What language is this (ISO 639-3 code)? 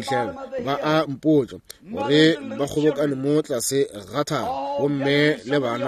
nso